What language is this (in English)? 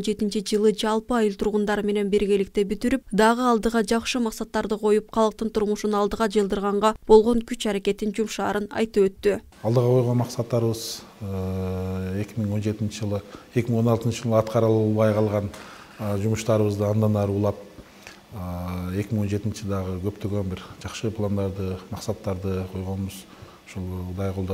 Kyrgyz